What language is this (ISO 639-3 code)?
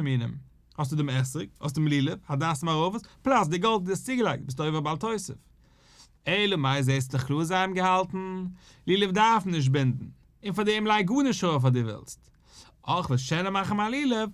yid